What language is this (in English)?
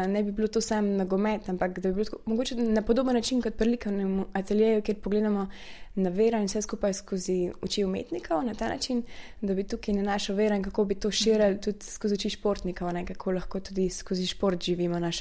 Slovenian